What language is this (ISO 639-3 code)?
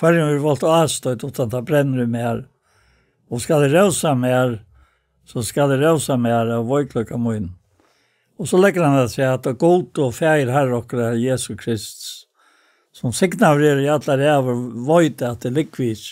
fao